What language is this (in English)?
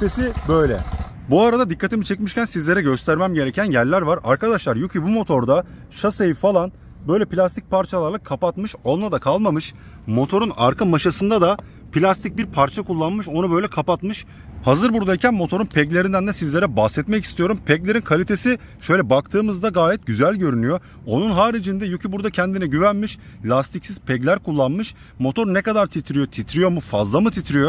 Turkish